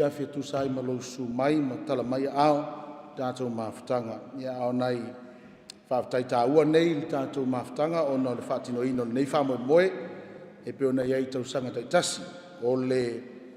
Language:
Samoan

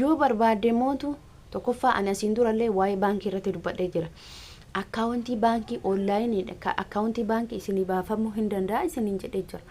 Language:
Oromo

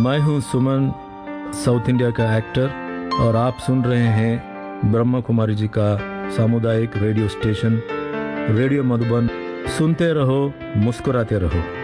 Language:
Hindi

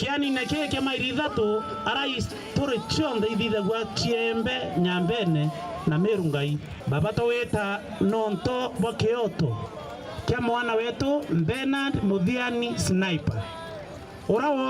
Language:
Meru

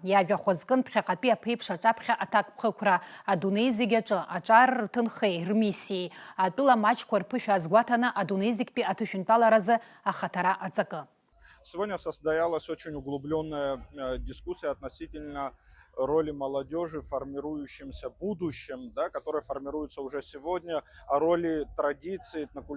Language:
Abkhazian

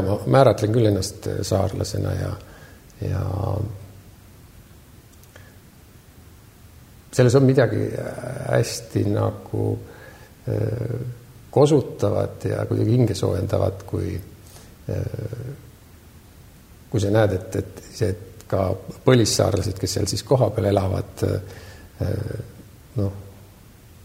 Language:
Estonian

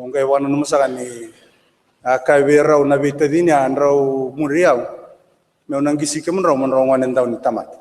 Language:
Fijian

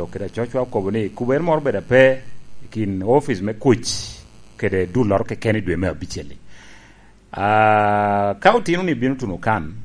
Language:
Lango (Uganda)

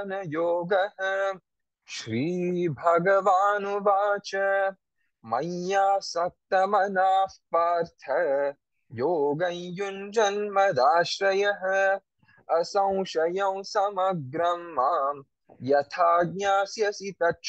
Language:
Sanskrit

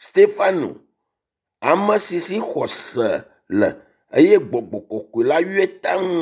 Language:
Ewe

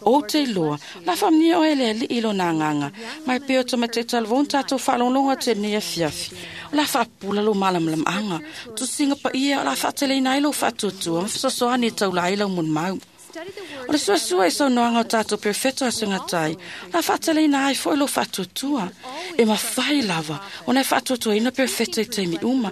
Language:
Samoan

